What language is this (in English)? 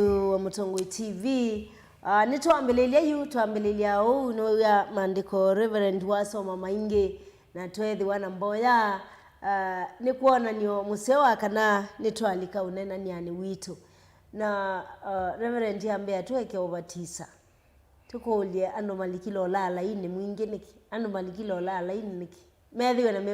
Kamba